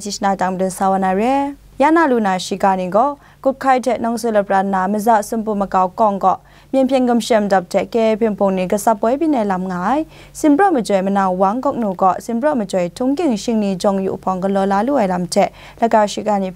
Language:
Kachin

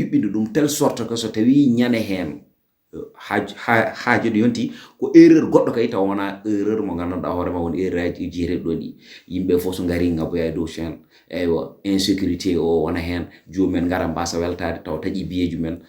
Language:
Fula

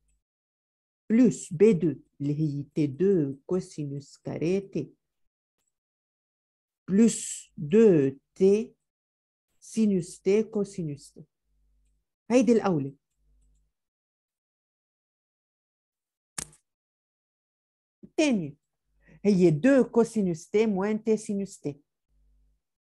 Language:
North Levantine Arabic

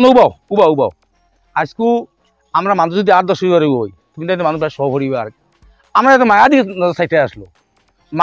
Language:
Sylheti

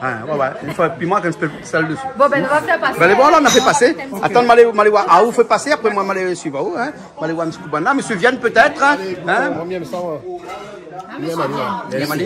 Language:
Réunion Creole French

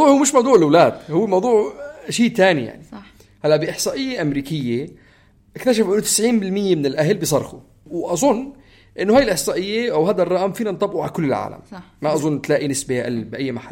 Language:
North Levantine Arabic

